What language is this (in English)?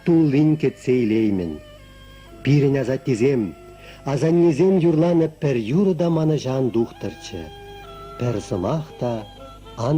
Chuvash